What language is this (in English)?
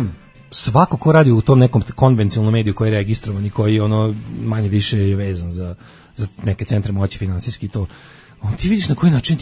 Serbian